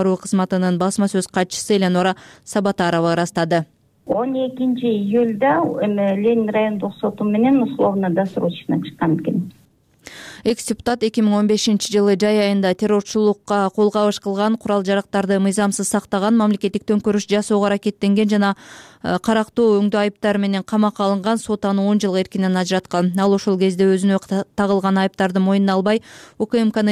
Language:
Kyrgyz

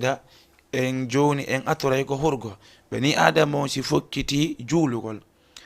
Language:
Fula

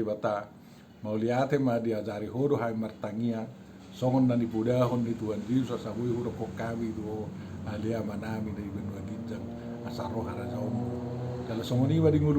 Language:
Batak Toba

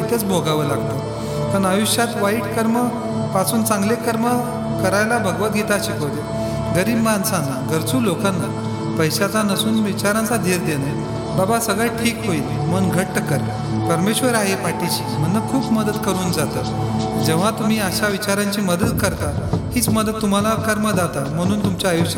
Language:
Marathi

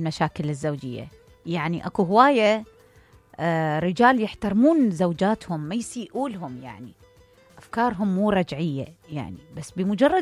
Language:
Mesopotamian Arabic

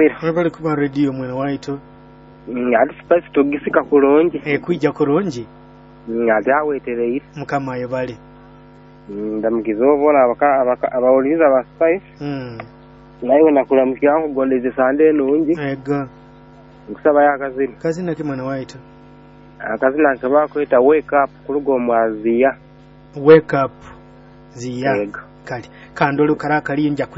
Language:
Nyoro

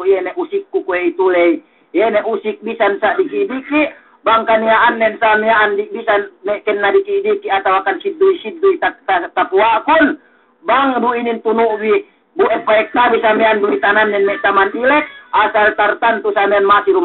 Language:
Yakan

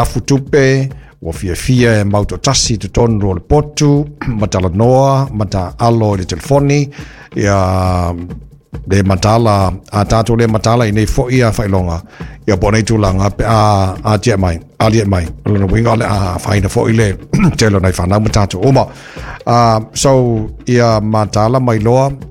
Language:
Samoan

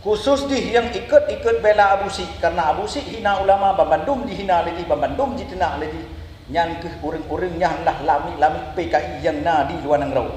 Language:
Achinese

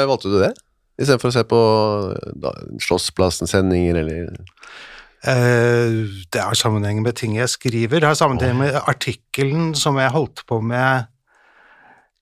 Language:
Norwegian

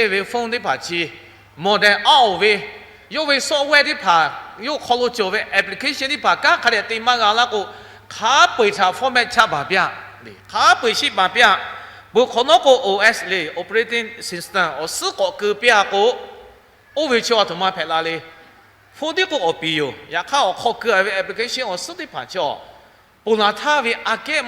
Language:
Lahu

